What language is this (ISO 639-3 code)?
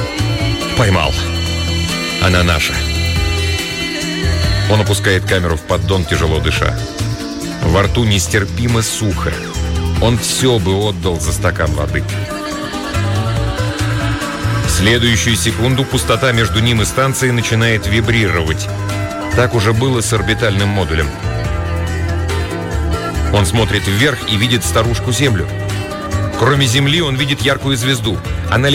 rus